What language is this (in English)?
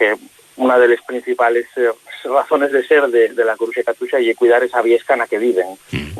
Asturian